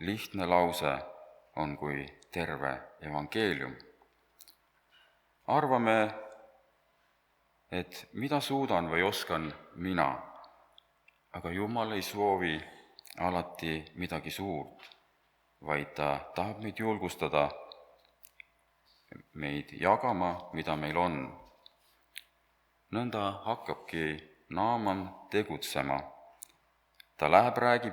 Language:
Estonian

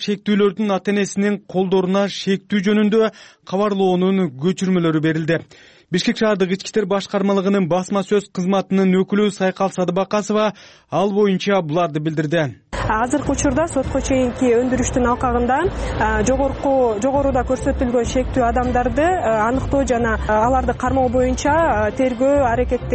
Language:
Kyrgyz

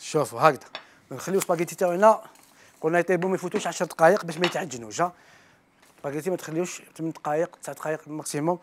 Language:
Algerian Arabic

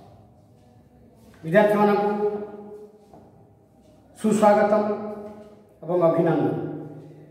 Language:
Odia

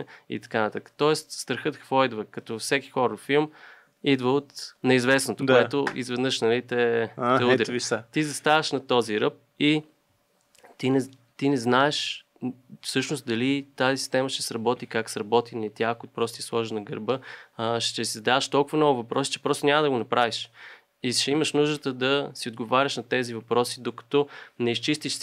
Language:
Bulgarian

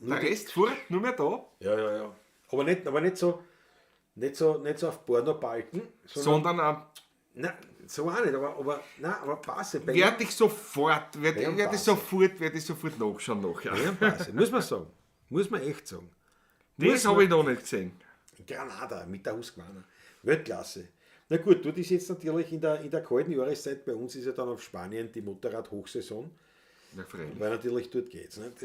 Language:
Bavarian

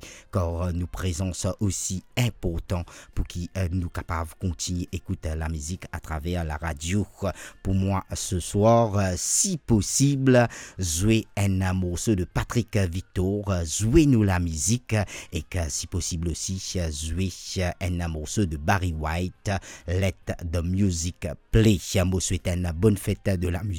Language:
Morisyen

